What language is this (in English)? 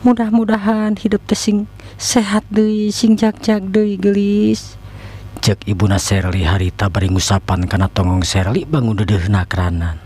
Sundanese